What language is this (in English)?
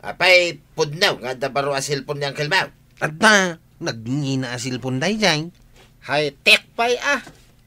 Iloko